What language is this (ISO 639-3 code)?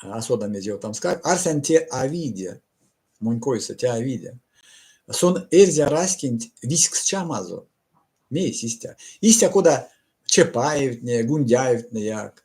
myv